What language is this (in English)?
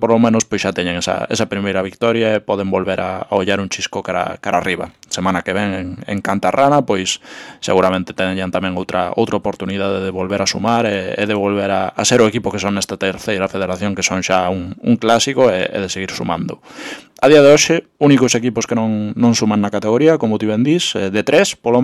Galician